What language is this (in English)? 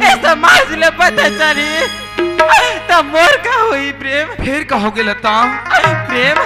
Chhattisgarhi